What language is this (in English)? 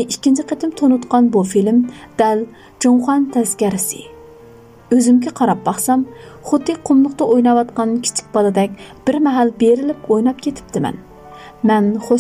Uyghur